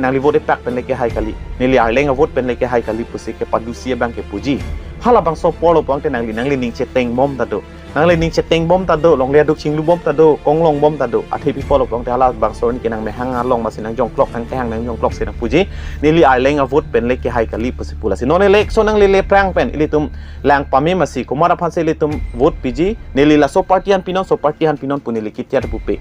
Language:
Karbi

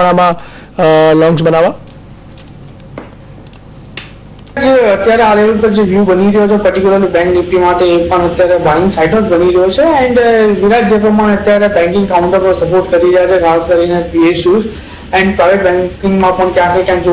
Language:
Gujarati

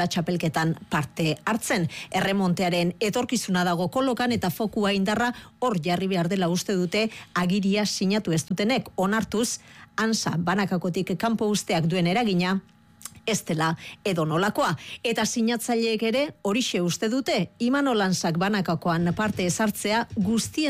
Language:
Basque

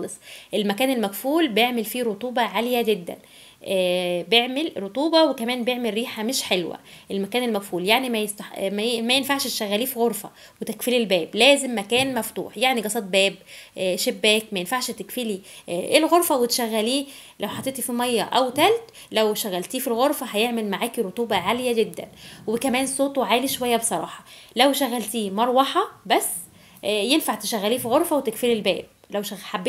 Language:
Egyptian Arabic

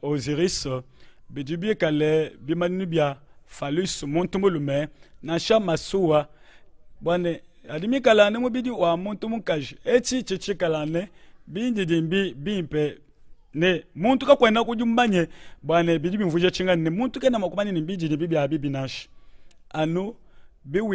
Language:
Luba-Lulua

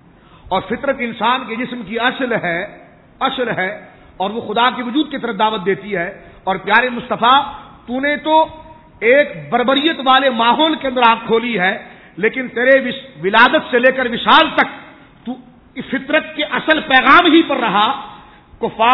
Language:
Urdu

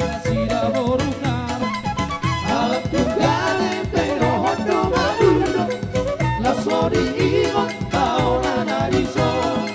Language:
Batak Toba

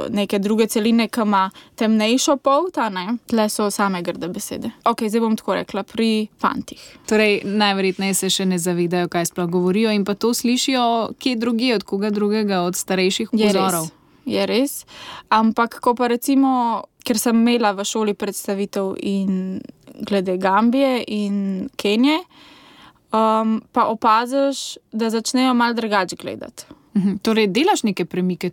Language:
Slovenian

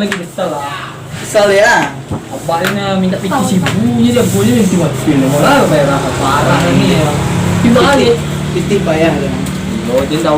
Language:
Minangkabau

